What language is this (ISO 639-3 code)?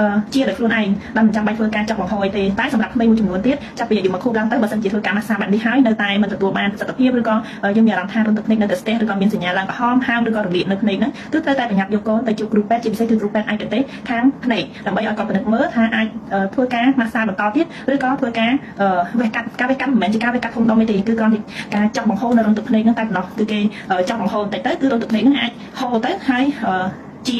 khm